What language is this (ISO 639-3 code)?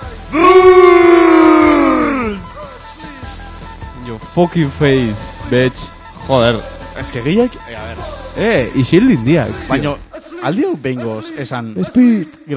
eus